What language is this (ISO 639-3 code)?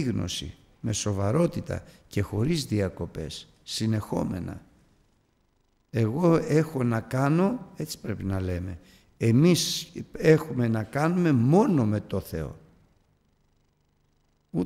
ell